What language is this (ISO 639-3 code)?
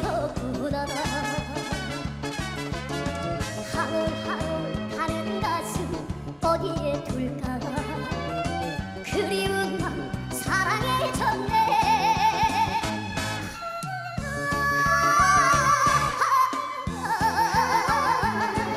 kor